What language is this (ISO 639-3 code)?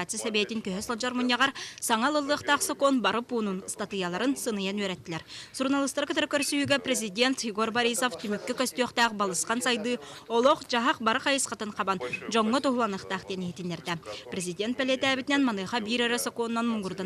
sah